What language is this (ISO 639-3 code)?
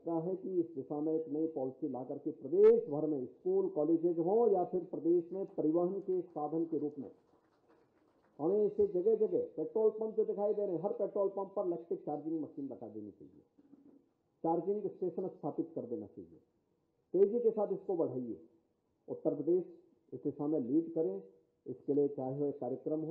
hin